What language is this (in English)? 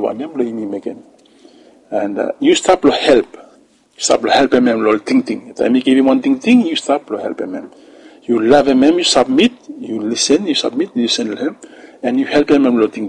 Bislama